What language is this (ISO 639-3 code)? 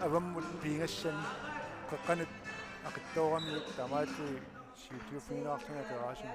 kal